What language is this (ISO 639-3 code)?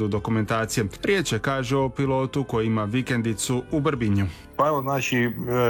hrv